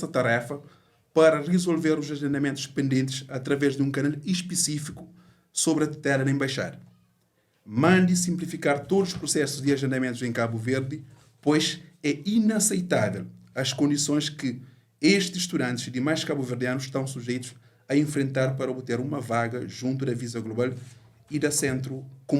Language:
Kabuverdianu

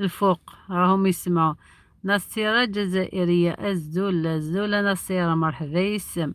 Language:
Algerian Arabic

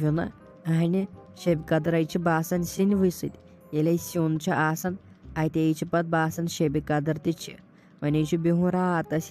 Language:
Kashmiri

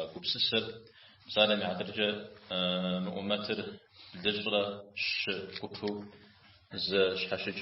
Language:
Kabardian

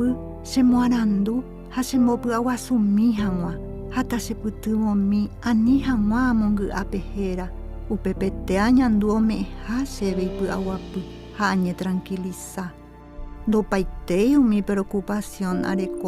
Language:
Guarani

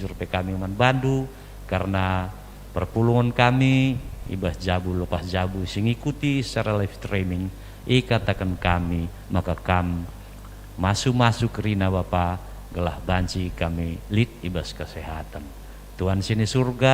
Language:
Batak Karo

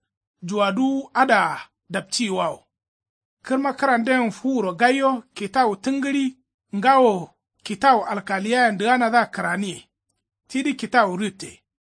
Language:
Kanuri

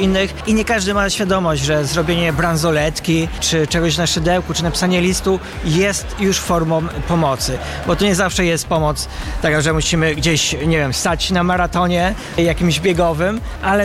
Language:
Polish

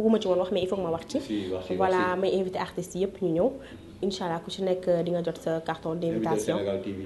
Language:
Wolof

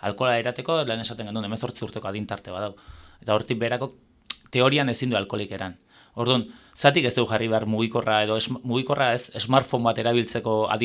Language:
Basque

